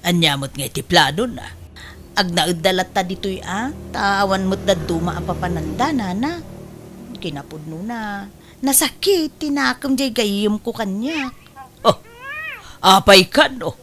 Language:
Iloko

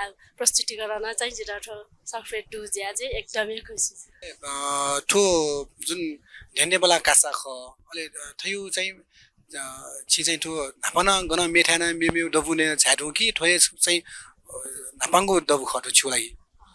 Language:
Newari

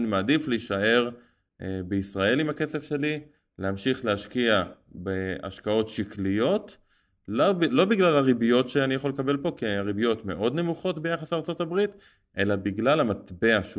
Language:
Hebrew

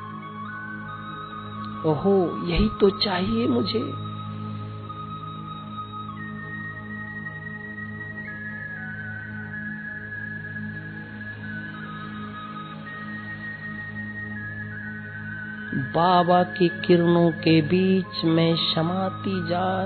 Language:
Hindi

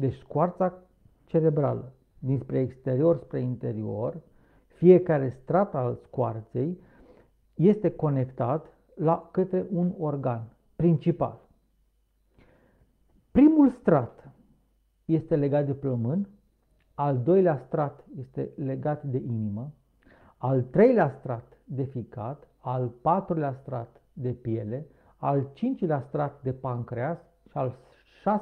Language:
Romanian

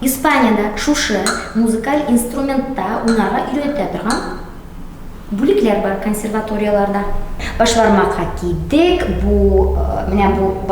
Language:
Tatar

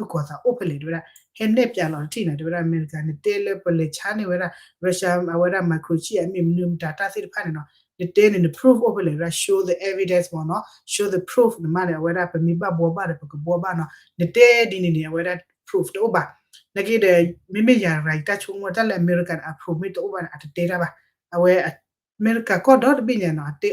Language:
S'gaw Karen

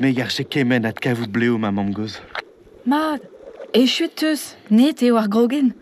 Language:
Breton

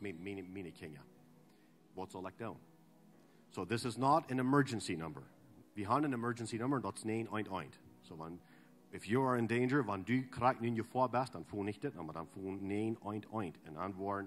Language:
Plautdietsch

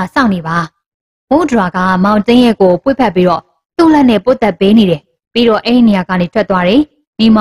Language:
Burmese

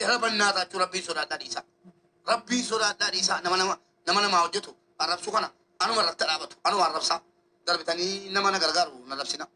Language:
Oromo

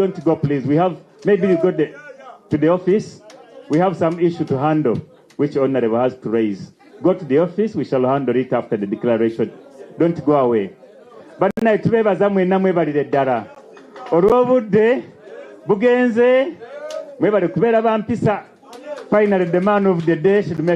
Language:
Nyankole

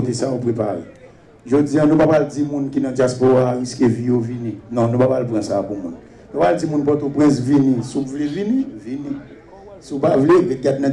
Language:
Haitian Creole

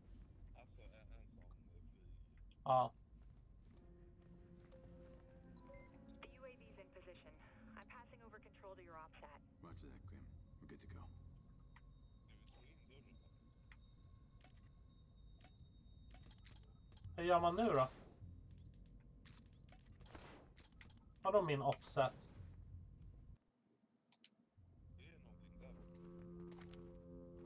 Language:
Swedish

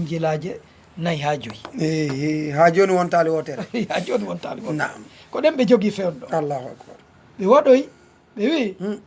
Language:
Fula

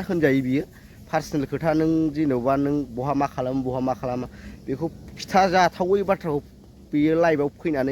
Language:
Bodo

